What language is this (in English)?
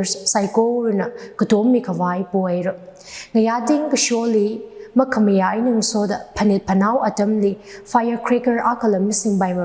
Tangkhul Naga (India)